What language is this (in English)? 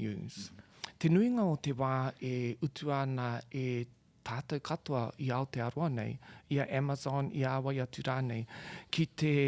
Māori